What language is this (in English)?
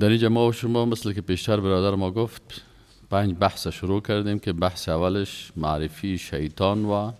Persian